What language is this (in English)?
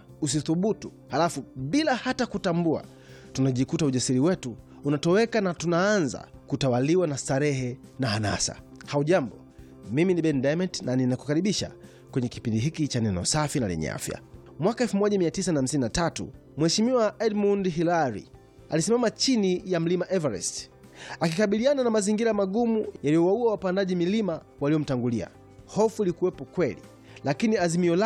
Swahili